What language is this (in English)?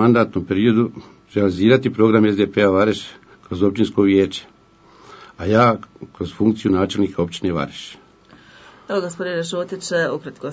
Bosnian